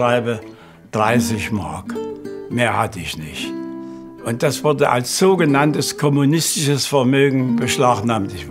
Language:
German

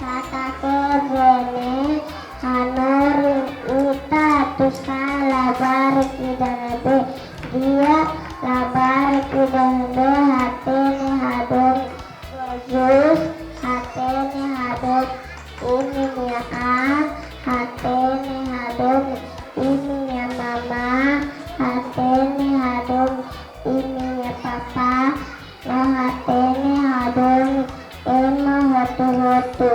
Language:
Tetum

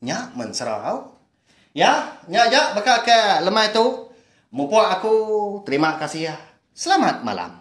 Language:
Iban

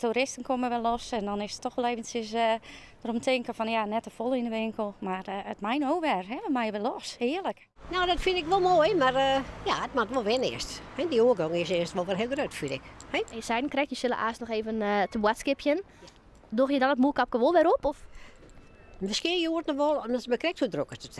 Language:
Western Frisian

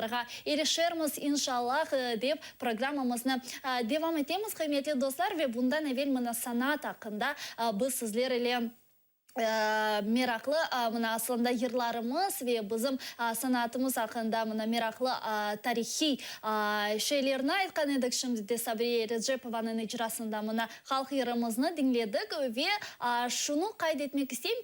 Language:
Crimean Tatar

